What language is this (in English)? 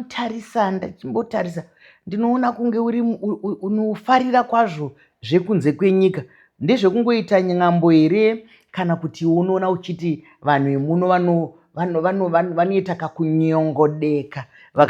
Shona